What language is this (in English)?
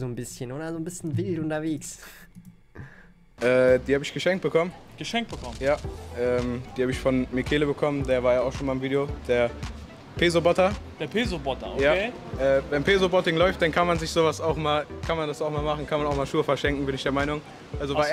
German